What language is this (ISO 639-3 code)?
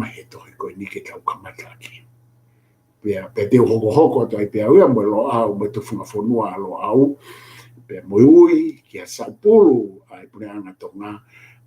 ton